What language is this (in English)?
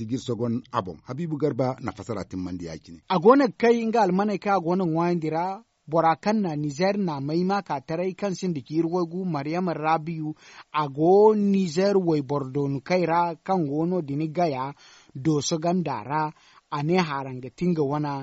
Zarma